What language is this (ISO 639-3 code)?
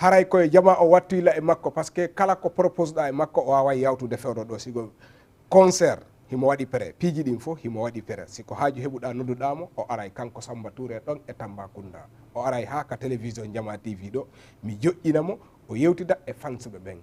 ful